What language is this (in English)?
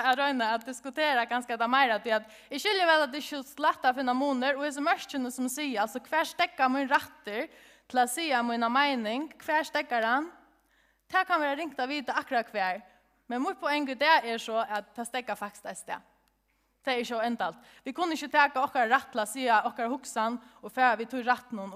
Faroese